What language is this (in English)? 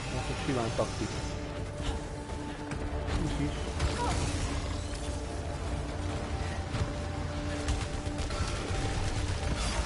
Hungarian